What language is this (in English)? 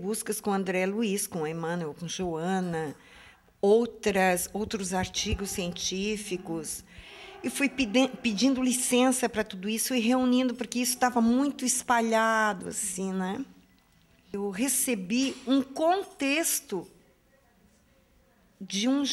Portuguese